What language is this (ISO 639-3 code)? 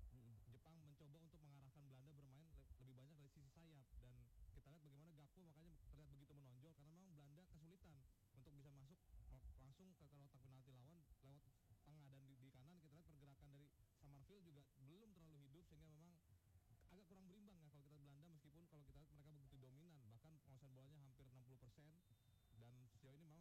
ind